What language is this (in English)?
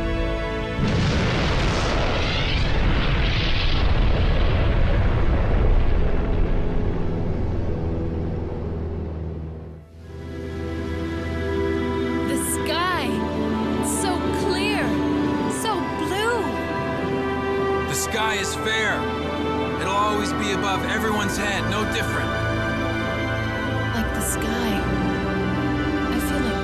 English